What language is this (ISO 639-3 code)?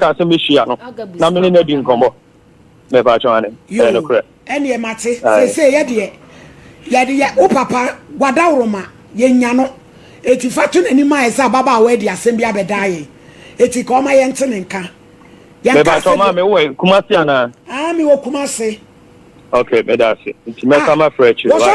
aka